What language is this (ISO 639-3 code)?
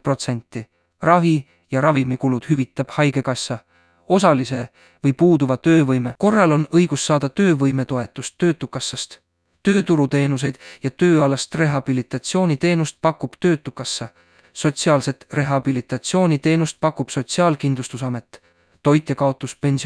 est